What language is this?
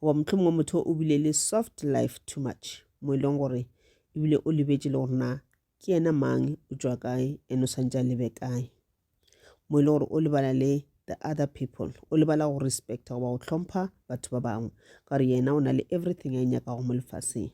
Northern Sotho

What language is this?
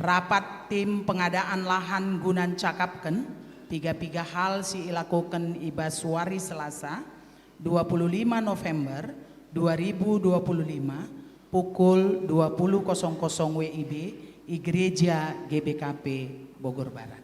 Batak Karo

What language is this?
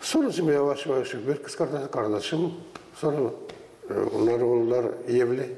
Gagauz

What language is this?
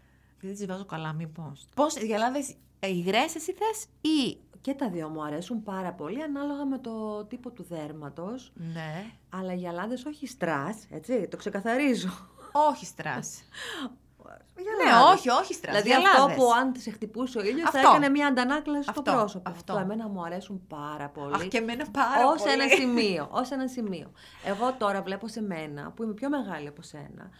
Greek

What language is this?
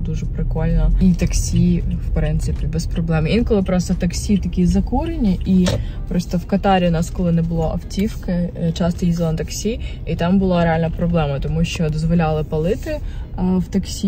Ukrainian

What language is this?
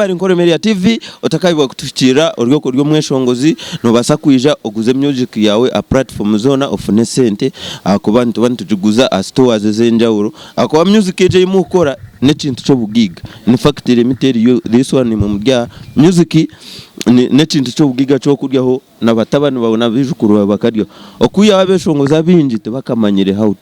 Nyankole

